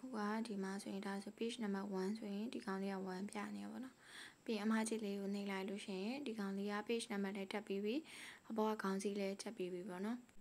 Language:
Burmese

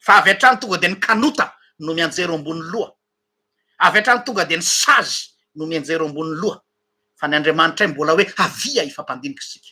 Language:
Malagasy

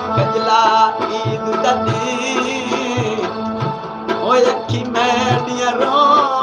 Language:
Saraiki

